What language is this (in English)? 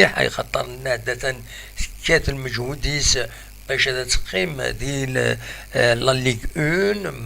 Kabyle